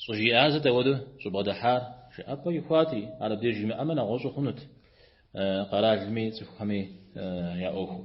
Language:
Kabardian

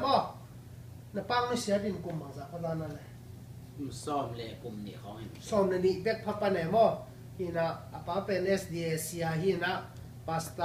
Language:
Tedim Chin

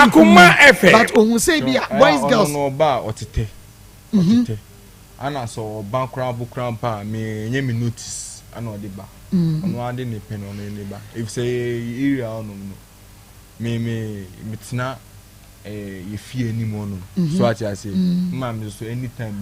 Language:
Akan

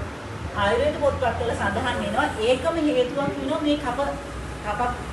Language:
Sinhala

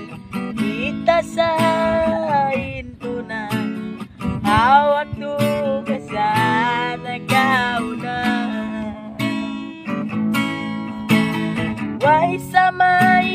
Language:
Tausug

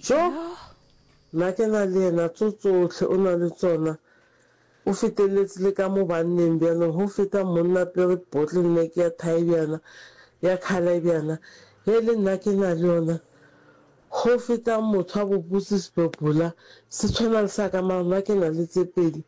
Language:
Northern Sotho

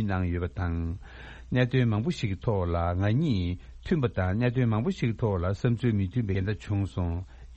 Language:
Tibetan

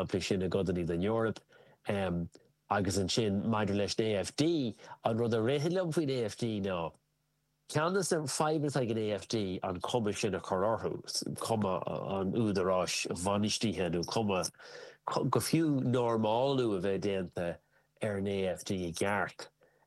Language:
Irish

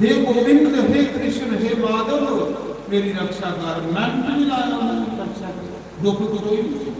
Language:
Dogri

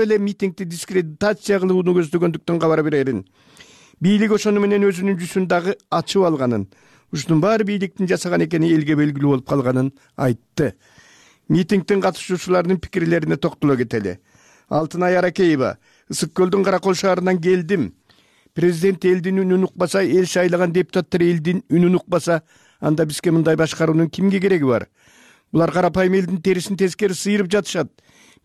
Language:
Kyrgyz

